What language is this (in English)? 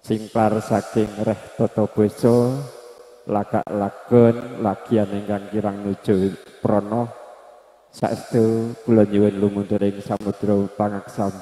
Javanese